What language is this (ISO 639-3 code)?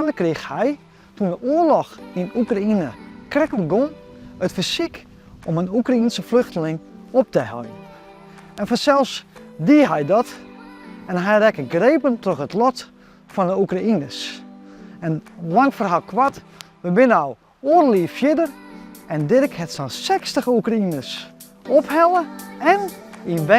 fry